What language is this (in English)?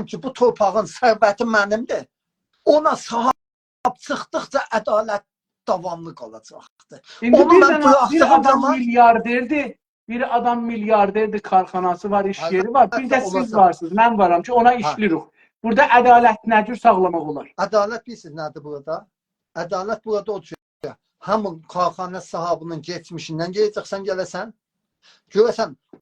South Azerbaijani